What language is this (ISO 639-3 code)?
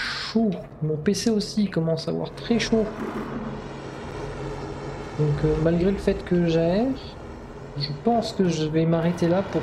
fra